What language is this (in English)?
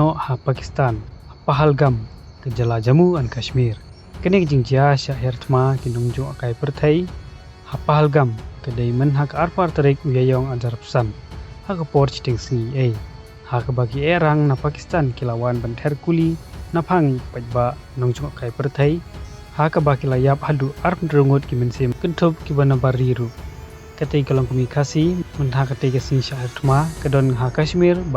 Khasi